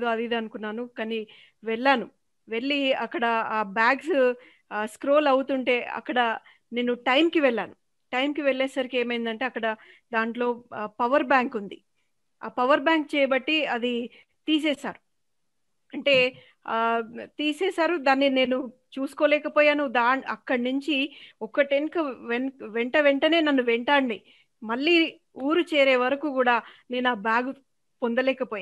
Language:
Telugu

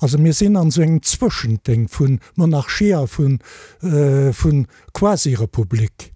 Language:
Luxembourgish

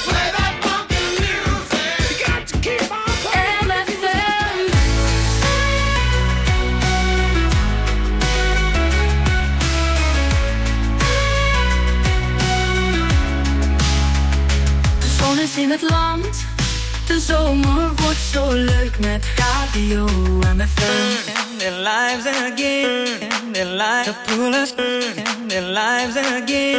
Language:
Dutch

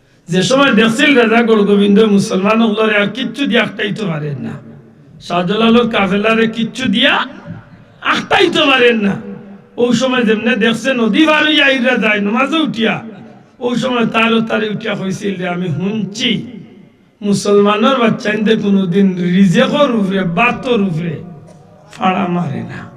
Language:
Sylheti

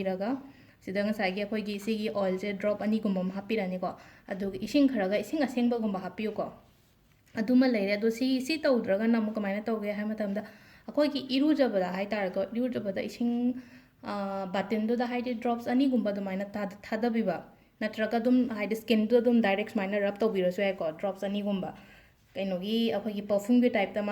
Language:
Manipuri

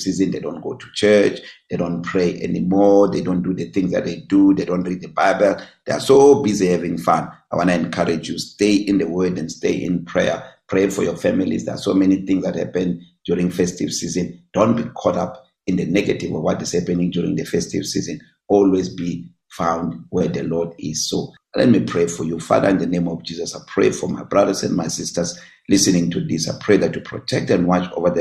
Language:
English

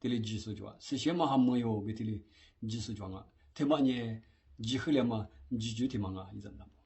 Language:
Lisu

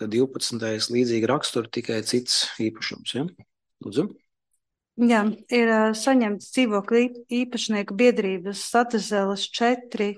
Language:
Latvian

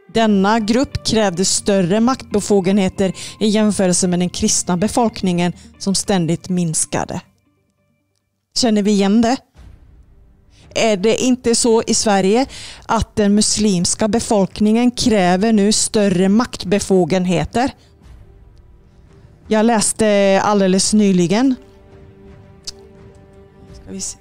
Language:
Swedish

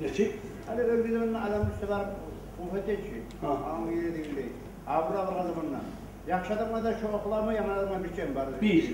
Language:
Kumyk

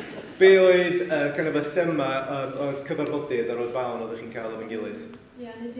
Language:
Welsh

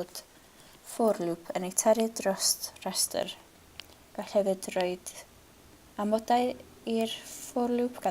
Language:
Welsh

